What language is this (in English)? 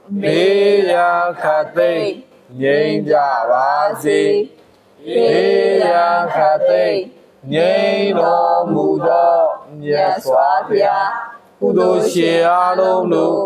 Burmese